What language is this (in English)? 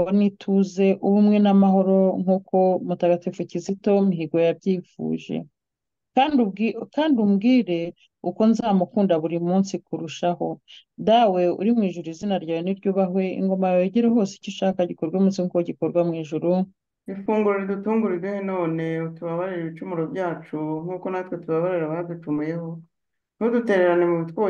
Kinyarwanda